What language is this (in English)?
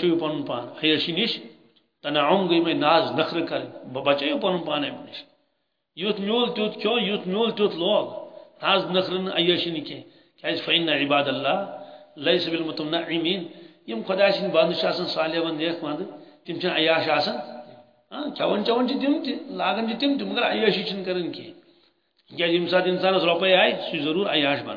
Kashmiri